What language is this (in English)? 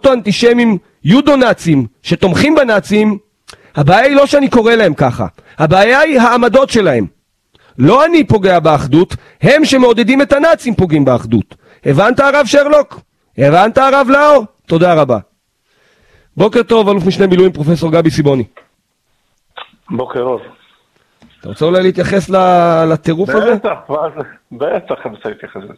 Hebrew